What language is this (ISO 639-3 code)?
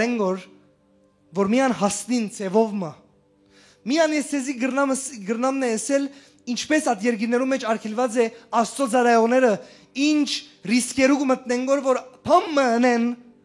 hyw